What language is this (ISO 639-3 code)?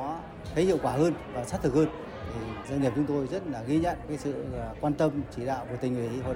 vie